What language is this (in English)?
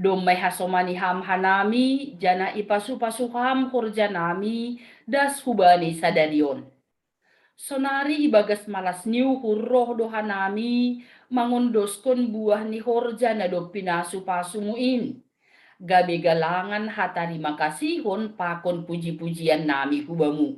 Batak Simalungun